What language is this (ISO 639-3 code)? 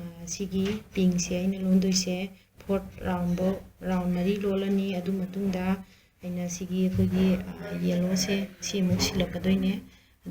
mni